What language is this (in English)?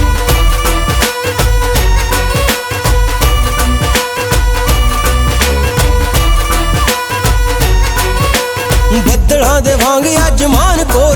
Punjabi